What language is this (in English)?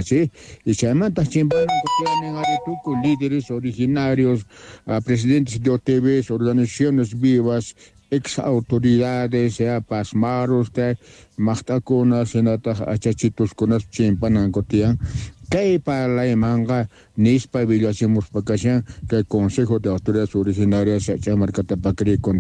South Bolivian Quechua